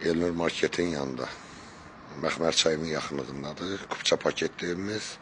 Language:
Azerbaijani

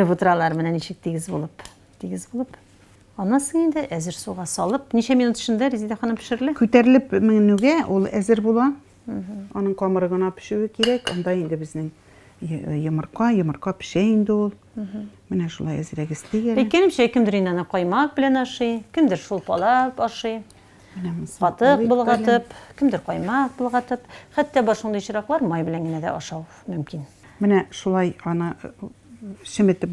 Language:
Tatar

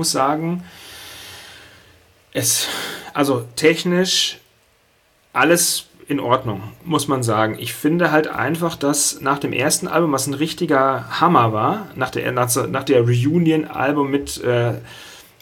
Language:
German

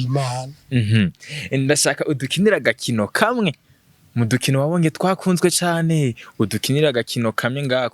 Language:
Rundi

